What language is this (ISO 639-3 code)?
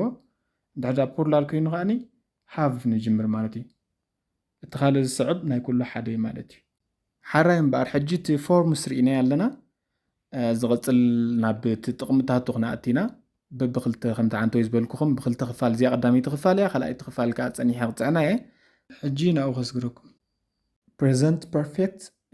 tir